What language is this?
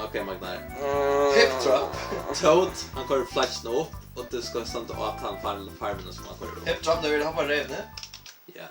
Faroese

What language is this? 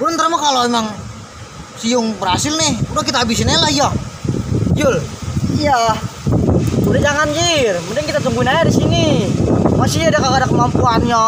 Betawi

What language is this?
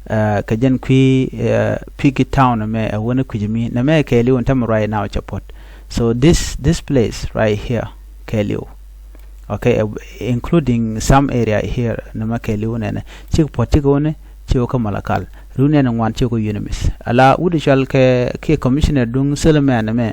Nuer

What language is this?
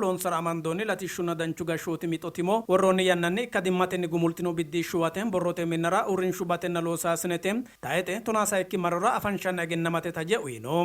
Sidamo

